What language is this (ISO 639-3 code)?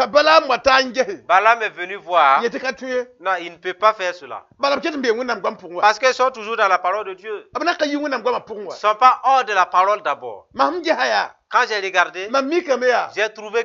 mos